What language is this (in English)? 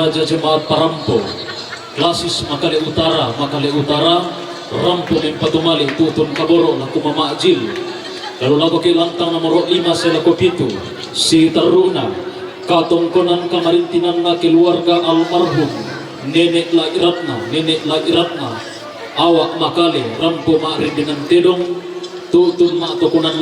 Toraja-Sa'dan